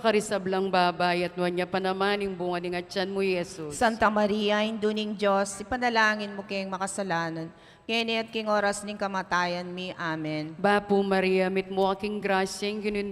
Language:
Pampanga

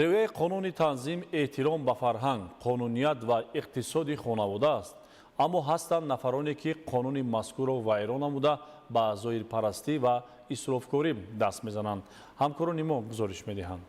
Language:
Tajik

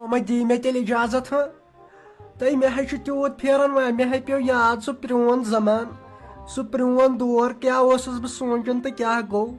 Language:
Kashmiri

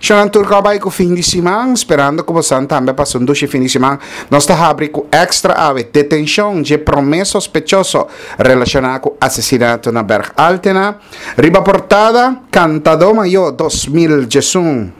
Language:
Papiamento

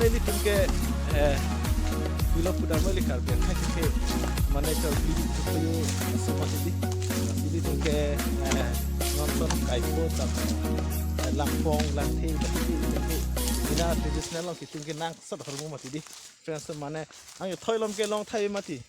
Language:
Karbi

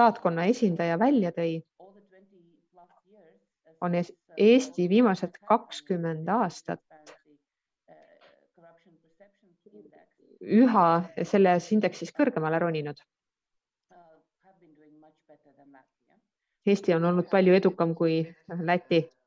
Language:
Estonian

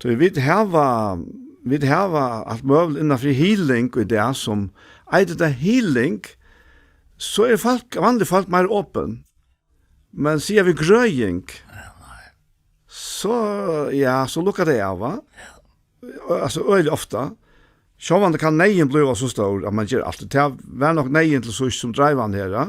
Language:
Faroese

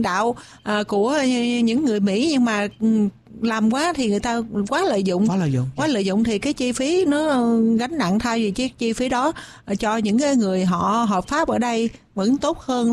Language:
Vietnamese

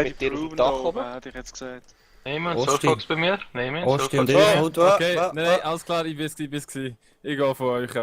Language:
Swiss German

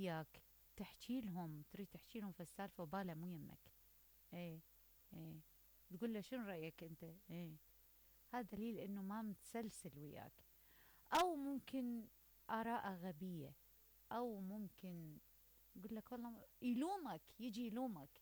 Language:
Mesopotamian Arabic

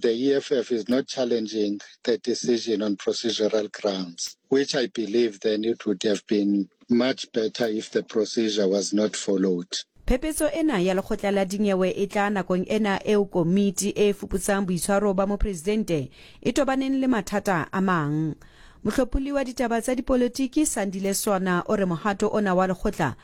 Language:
Southern Sotho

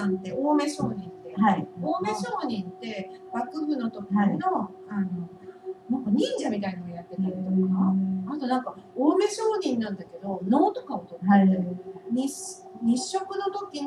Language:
Japanese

